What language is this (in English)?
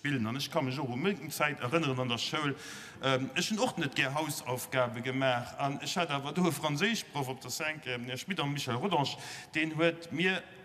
Luxembourgish